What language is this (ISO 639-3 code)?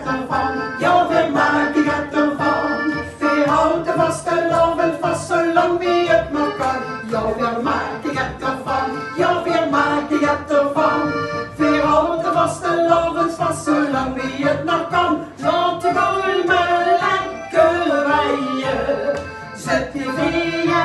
lim